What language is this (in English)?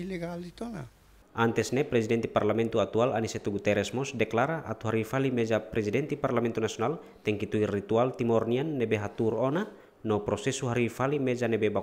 Tetum